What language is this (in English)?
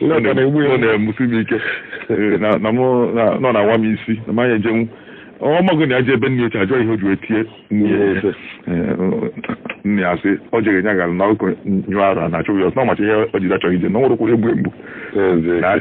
Igbo